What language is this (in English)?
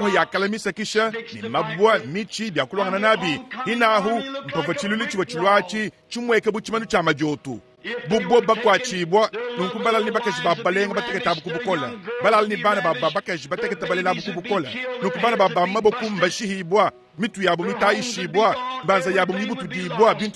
Luba-Lulua